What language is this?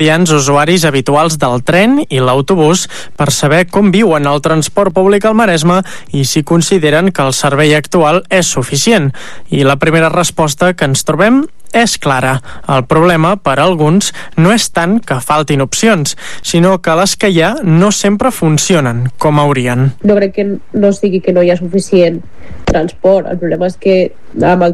Catalan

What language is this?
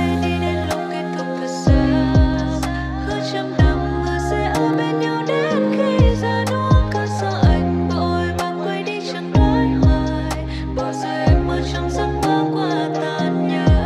Vietnamese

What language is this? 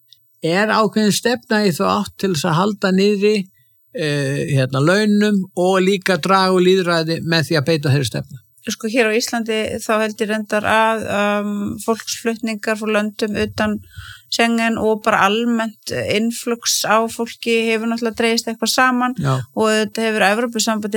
Icelandic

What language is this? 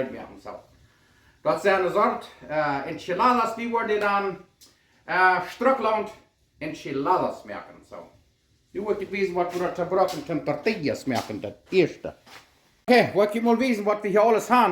Plautdietsch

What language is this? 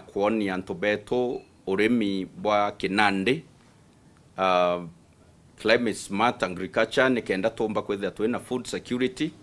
Meru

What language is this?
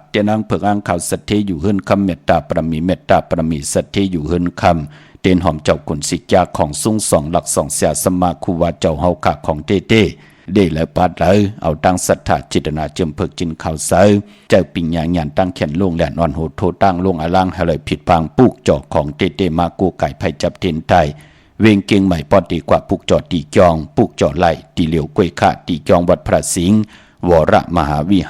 Shan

